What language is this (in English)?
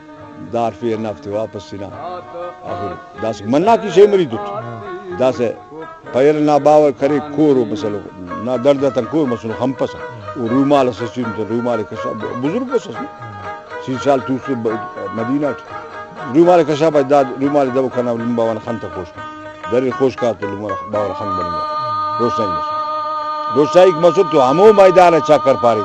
Brahui